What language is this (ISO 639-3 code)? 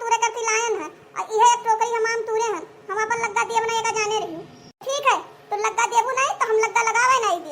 awa